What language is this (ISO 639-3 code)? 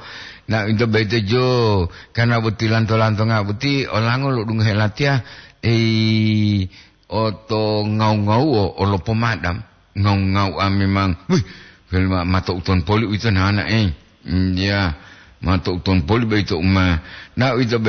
gor